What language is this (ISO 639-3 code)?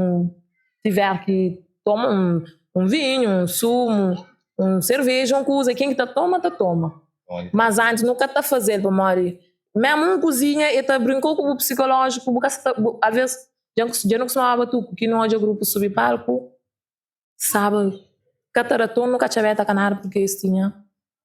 kea